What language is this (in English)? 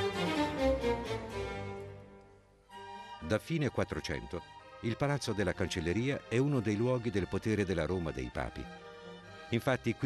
Italian